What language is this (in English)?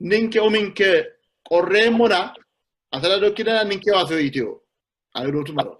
Sidamo